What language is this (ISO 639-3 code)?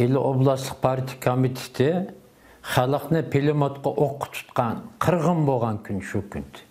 uig